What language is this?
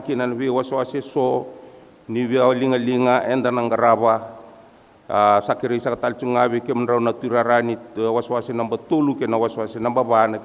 Fijian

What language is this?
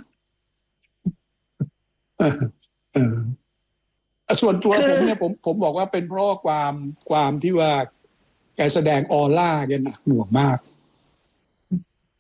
Thai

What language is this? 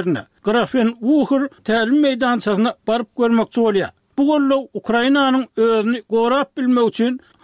Turkmen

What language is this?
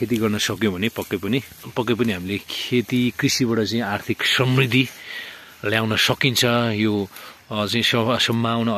Nepali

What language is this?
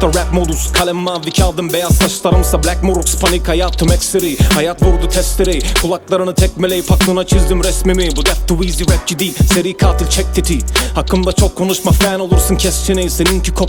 Turkish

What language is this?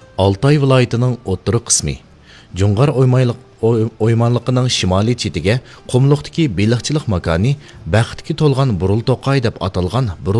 Uyghur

